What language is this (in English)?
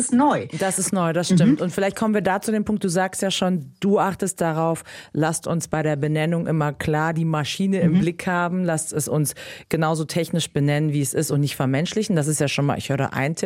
German